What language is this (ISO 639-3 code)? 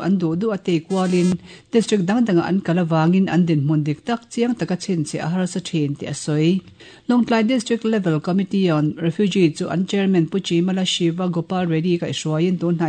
lus